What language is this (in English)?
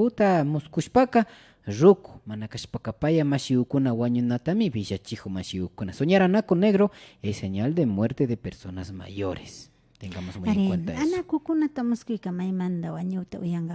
Imbabura Highland Quichua